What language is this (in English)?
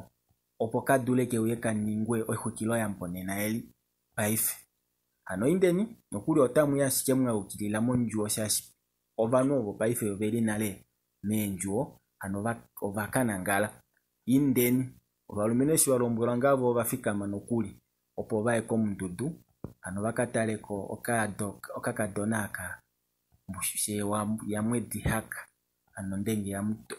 Kuanyama